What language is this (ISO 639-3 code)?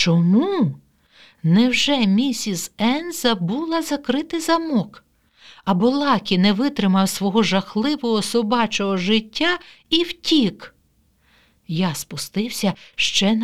ukr